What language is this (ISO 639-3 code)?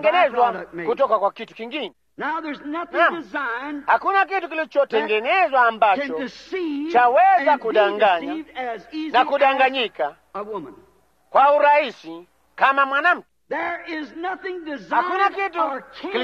swa